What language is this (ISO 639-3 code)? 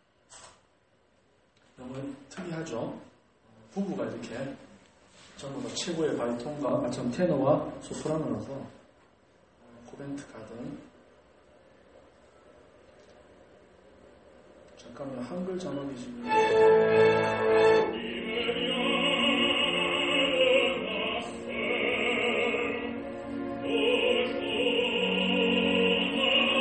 kor